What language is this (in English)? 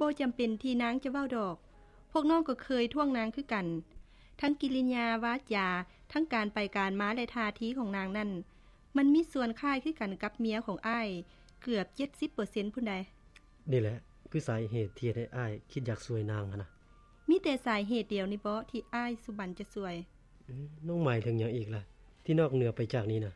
Lao